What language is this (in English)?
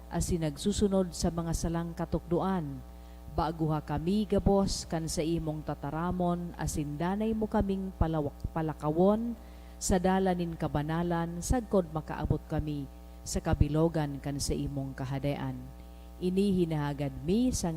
Bikol